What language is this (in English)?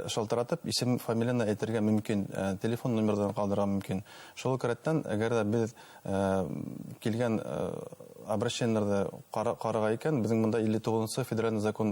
Bashkir